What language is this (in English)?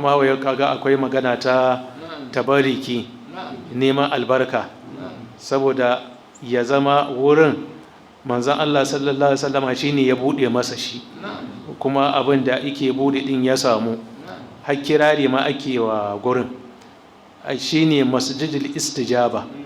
Hausa